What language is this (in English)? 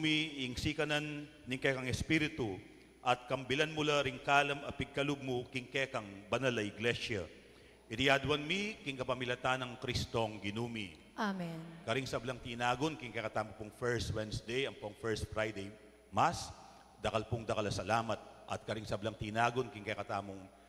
Pampanga